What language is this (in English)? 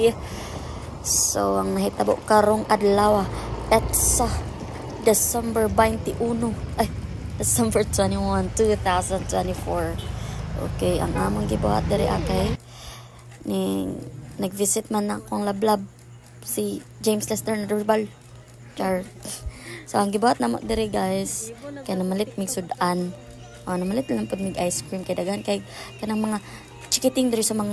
Cebuano